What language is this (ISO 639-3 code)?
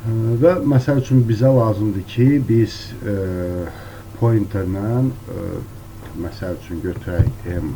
aze